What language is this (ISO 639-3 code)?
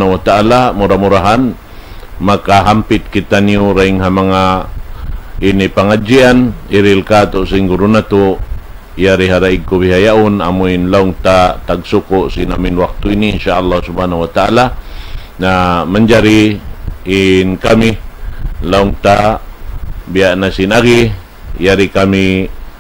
tsg